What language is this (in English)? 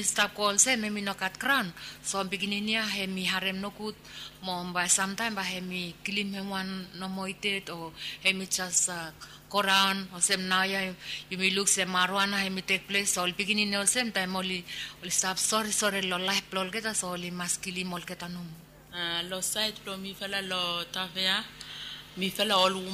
Bislama